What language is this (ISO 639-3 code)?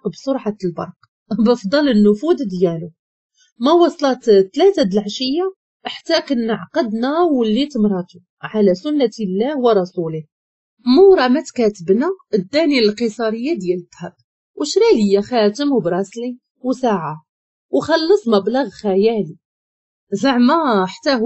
ary